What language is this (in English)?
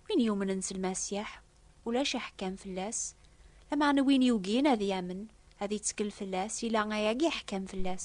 Kabyle